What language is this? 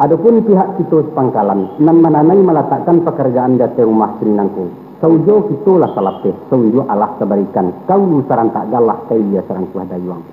Minangkabau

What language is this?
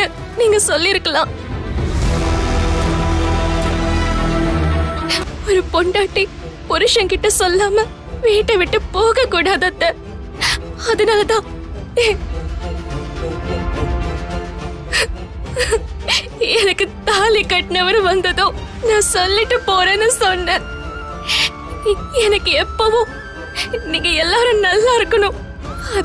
Tamil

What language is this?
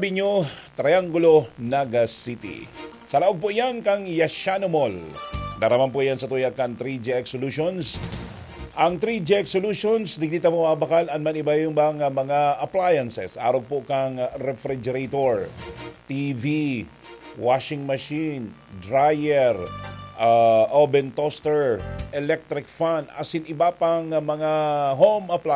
Bikol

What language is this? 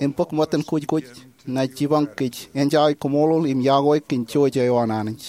Marshallese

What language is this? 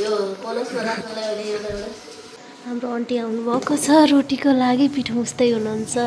Nepali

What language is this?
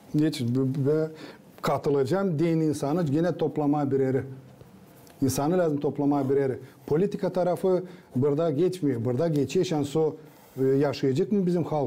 Gagauz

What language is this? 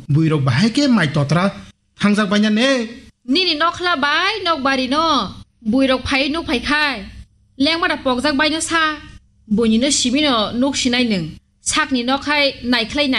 Kok Borok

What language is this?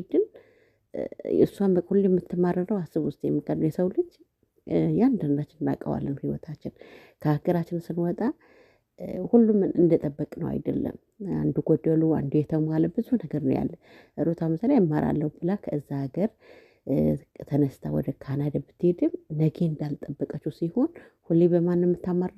Amharic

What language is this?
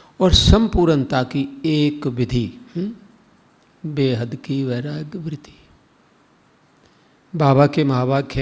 Hindi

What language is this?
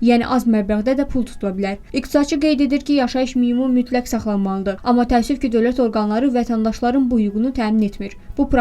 Azerbaijani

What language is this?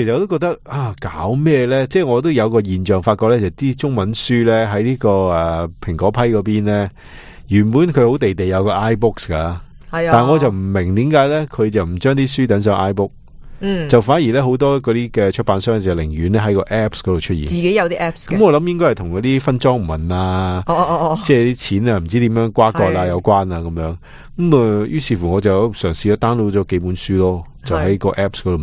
Cantonese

